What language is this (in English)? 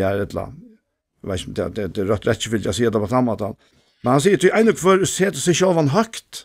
Faroese